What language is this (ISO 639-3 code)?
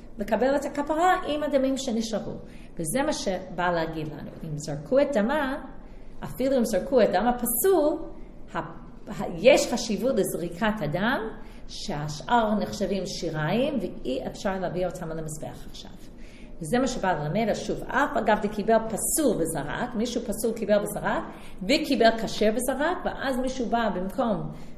heb